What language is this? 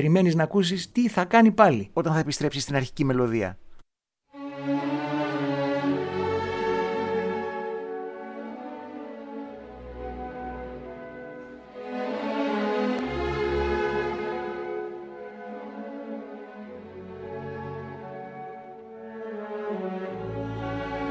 Greek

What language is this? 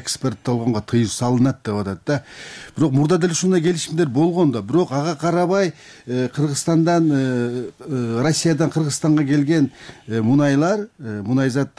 Kyrgyz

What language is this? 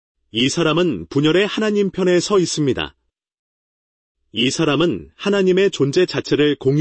Korean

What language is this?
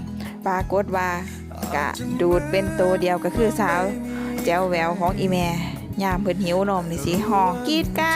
Lao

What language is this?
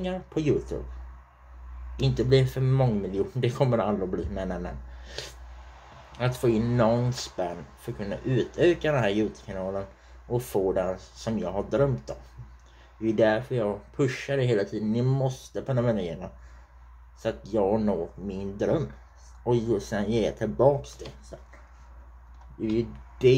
Swedish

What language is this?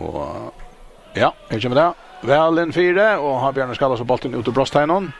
Faroese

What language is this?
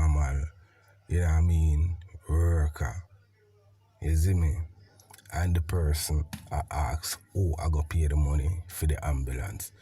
Jamaican Creole English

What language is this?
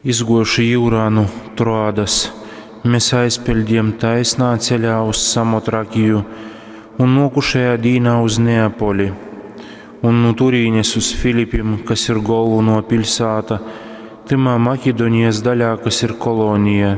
Latgalian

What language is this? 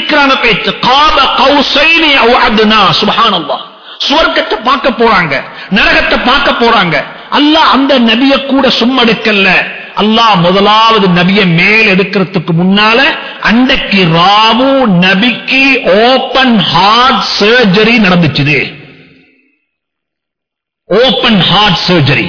Tamil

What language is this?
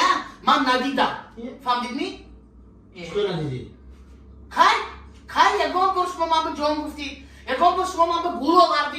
Tajik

